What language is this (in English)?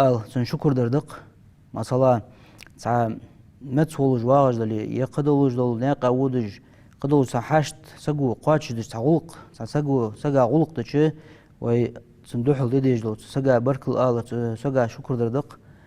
Ingush